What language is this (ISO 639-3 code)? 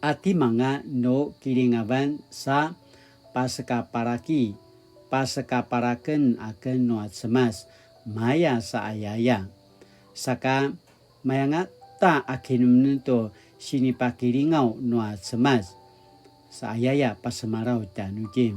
pwn